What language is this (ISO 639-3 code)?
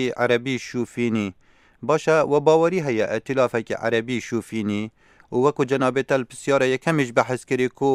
kur